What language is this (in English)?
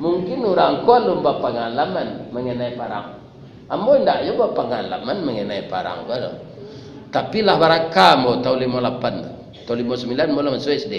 Minangkabau